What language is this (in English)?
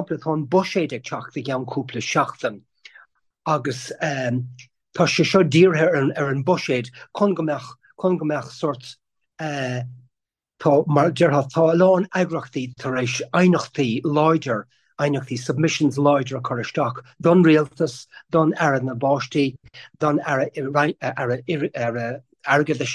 Irish